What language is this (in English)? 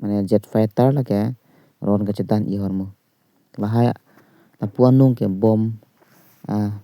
Karbi